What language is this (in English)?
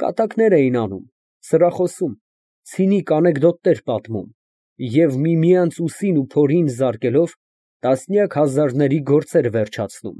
Armenian